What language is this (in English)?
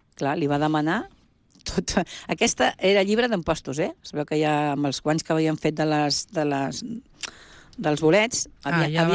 Catalan